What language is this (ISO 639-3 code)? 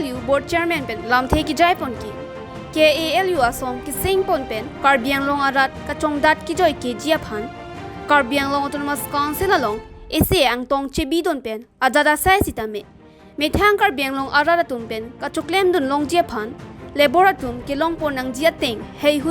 mjw